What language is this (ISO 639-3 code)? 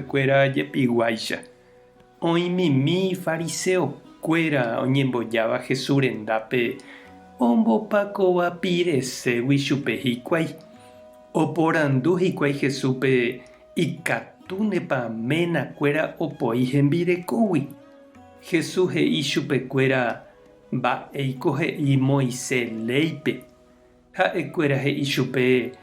grn